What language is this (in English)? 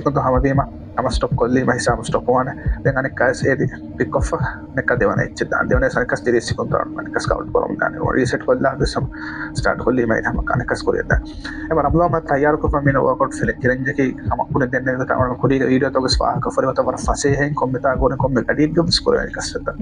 Divehi